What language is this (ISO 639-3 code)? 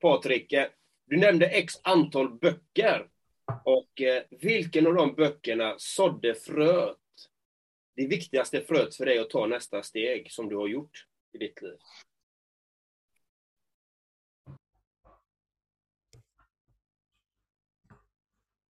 swe